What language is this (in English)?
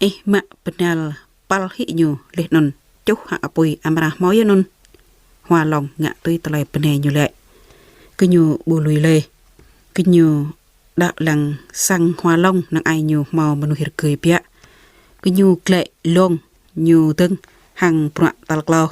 Jarai